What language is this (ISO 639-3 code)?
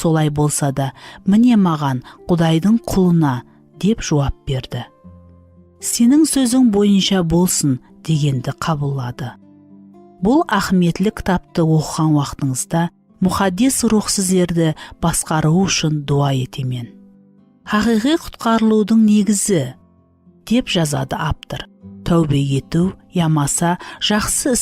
kaa